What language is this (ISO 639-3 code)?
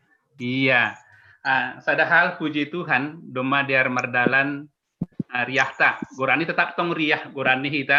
bts